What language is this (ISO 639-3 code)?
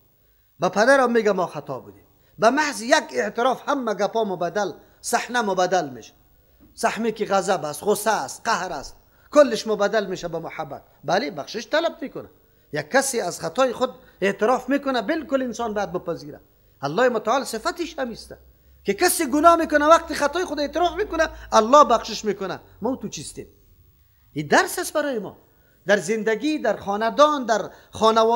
fas